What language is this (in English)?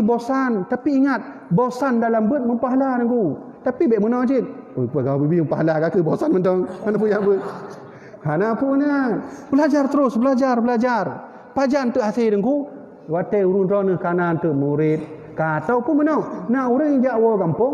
Achinese